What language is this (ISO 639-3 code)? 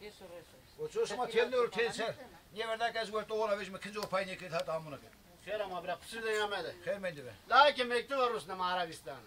zza